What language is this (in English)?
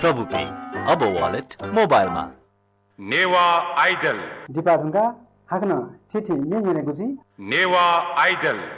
Newari